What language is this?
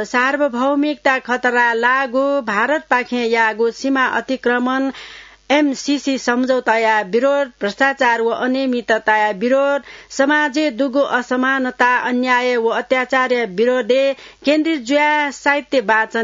Newari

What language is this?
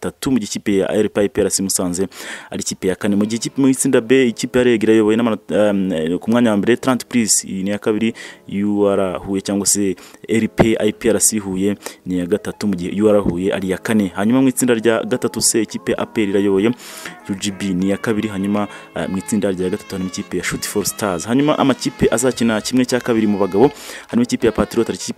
Kinyarwanda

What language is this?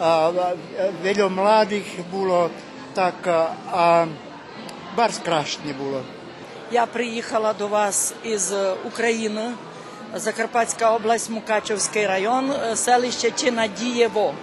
Rusyn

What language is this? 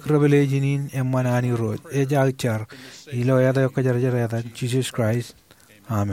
Marshallese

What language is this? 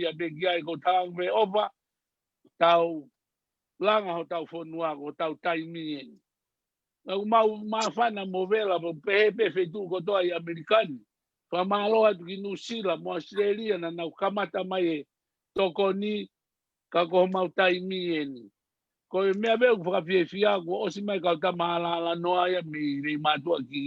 Tongan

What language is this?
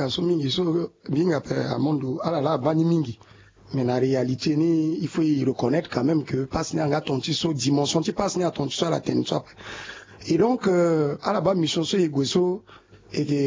Sango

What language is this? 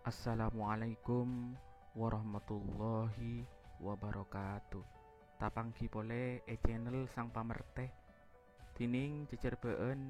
Madurese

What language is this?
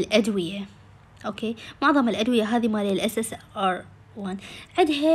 Mesopotamian Arabic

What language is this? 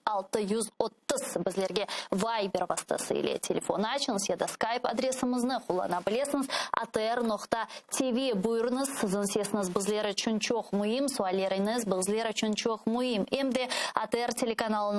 Crimean Tatar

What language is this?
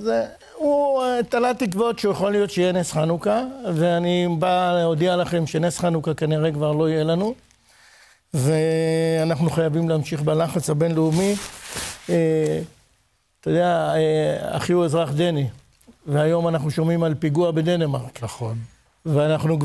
Hebrew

